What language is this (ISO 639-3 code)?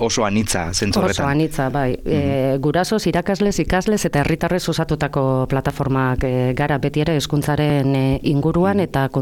eus